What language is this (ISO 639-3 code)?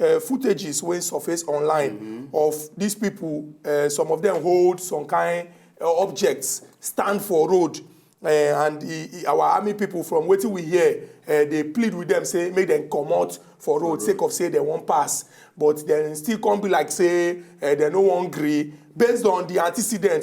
pcm